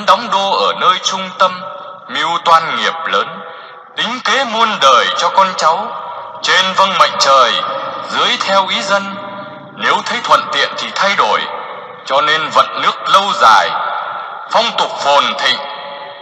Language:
Vietnamese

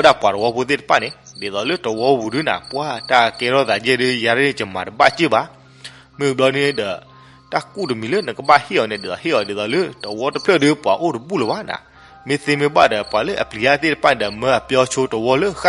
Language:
S'gaw Karen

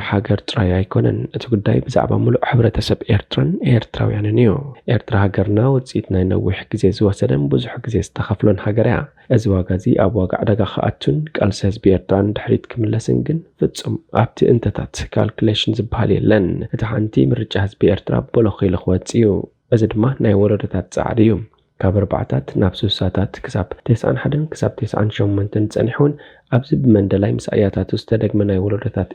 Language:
Tigrinya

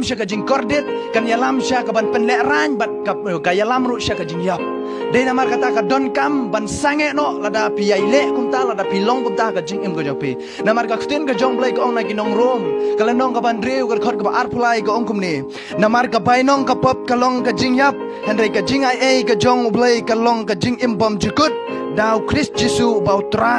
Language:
Khasi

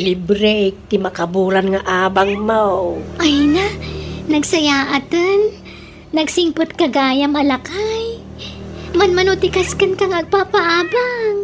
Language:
Iloko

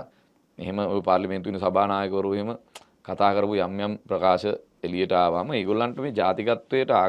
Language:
Sinhala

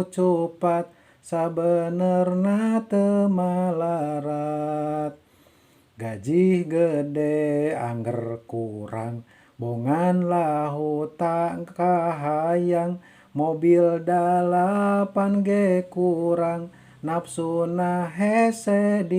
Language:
Sundanese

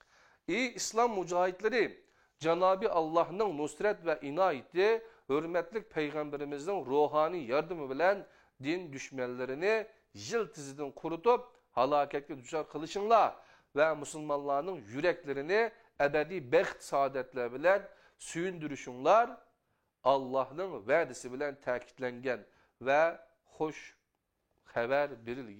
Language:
Uyghur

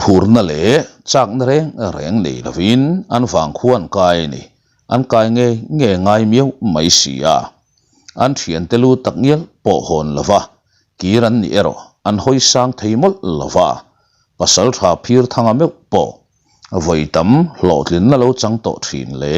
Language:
Mizo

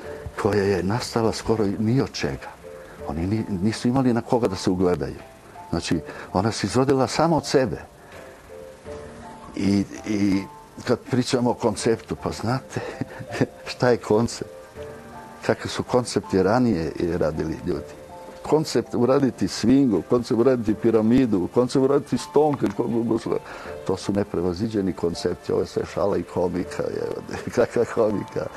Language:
Serbian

